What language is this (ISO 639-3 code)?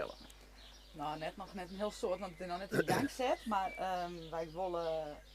fry